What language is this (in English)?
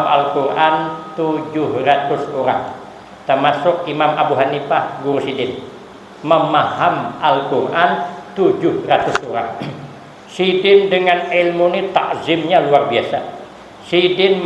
Banjar